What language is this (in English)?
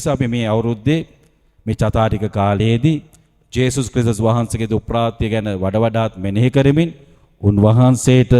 Sinhala